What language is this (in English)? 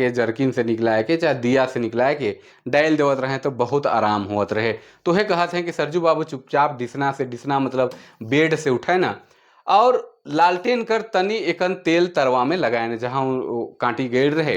Sadri